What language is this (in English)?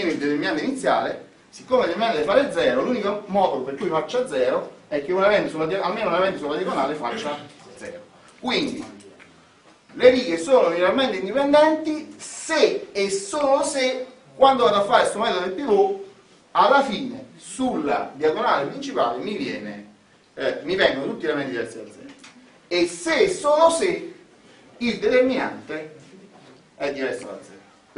Italian